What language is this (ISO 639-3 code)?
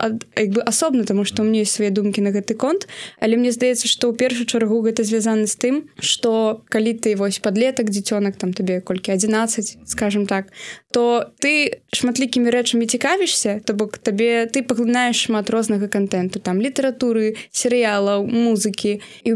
bel